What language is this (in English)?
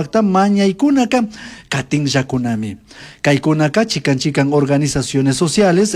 Chimborazo Highland Quichua